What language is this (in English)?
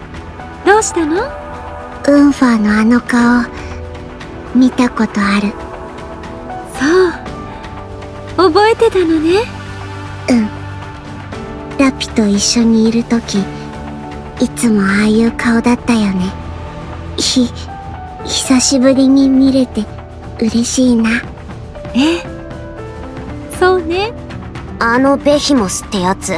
Japanese